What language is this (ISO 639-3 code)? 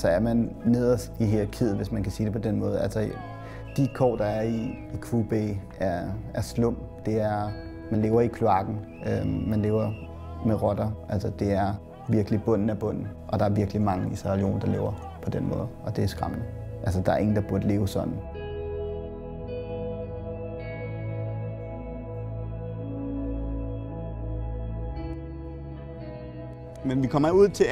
dan